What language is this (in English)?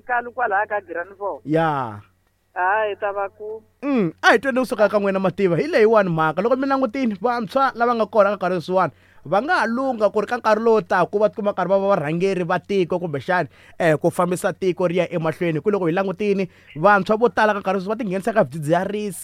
Tsonga